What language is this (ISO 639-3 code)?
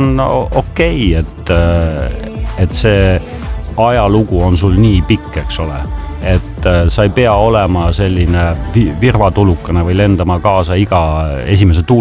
est